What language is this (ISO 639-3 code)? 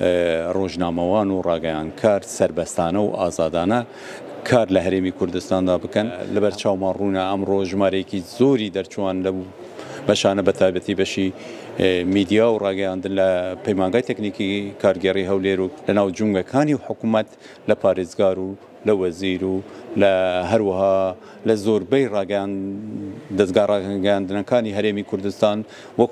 ckb